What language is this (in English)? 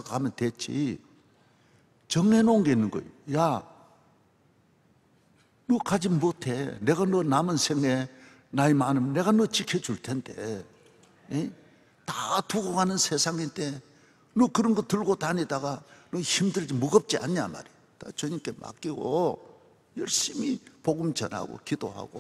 Korean